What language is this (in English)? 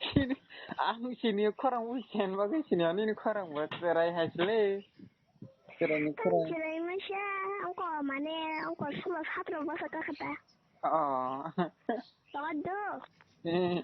Kok Borok